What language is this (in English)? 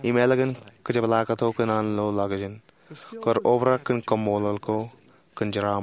Marshallese